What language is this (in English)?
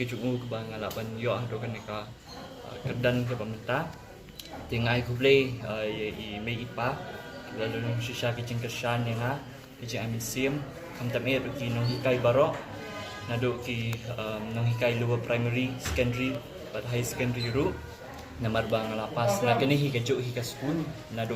Khasi